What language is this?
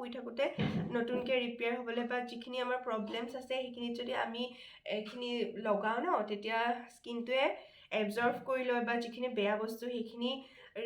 Assamese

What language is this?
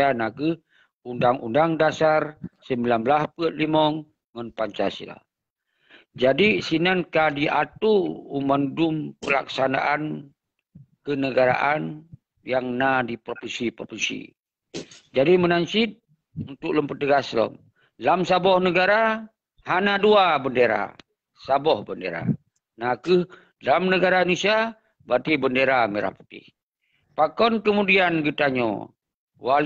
Achinese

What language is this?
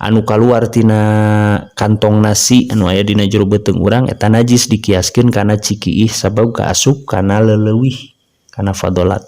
Sundanese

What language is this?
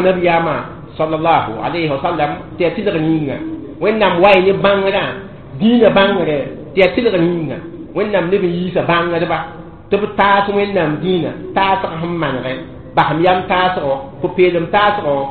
Mossi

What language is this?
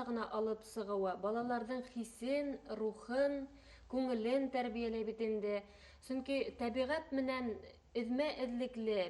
Bashkir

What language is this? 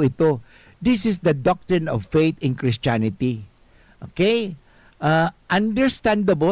Bikol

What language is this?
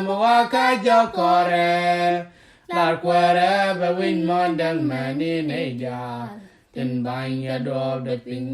Nuer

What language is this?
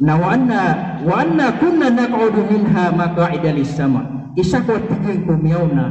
Maranao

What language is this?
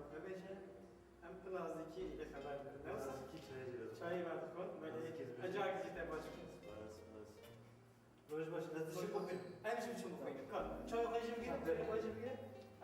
Kurdish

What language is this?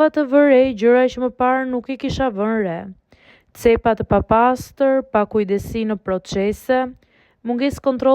Albanian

